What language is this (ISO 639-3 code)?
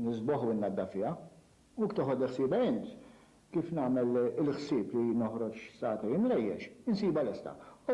mlt